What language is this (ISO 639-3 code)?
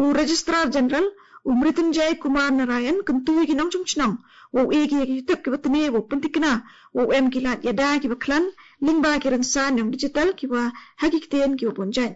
grt